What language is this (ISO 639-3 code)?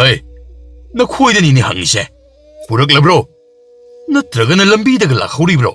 mni